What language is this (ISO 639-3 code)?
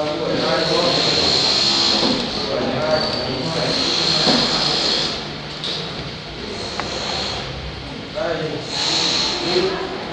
vie